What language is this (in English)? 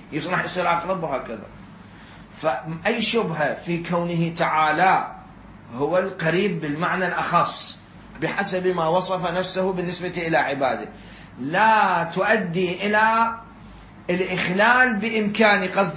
Mesopotamian Arabic